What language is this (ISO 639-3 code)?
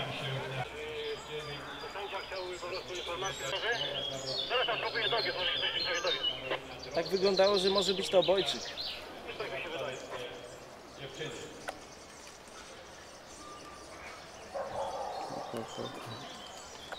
pol